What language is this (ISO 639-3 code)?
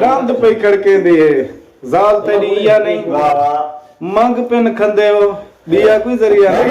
skr